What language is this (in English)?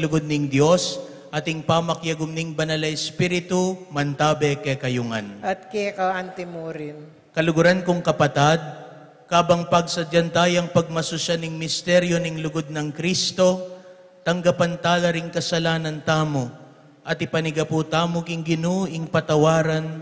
Pampanga